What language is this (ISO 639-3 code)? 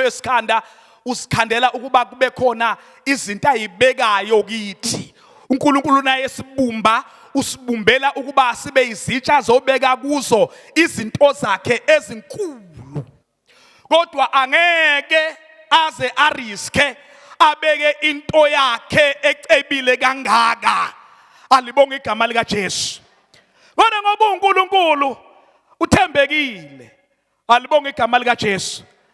zul